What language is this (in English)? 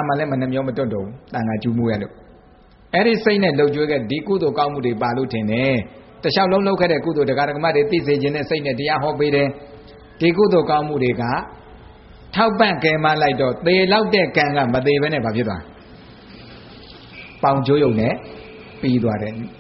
Burmese